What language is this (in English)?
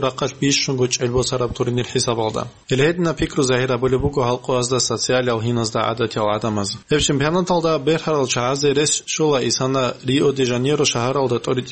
Avaric